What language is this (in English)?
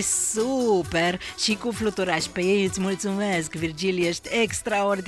Romanian